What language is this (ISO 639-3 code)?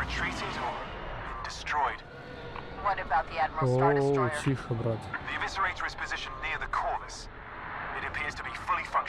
eng